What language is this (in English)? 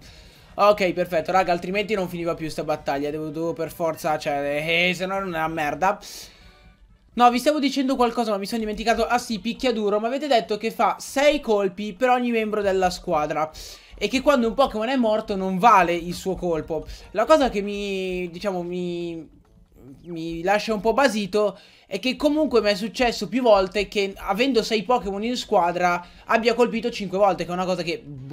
Italian